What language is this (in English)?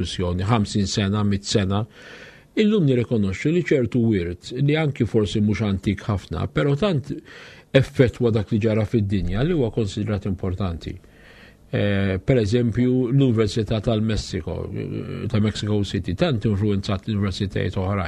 Maltese